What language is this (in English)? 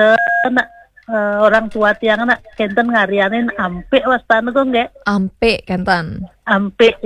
Balinese